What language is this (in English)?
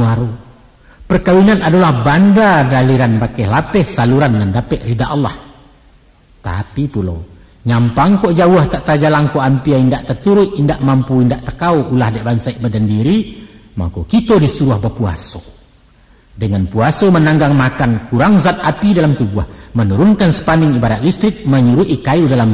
Minangkabau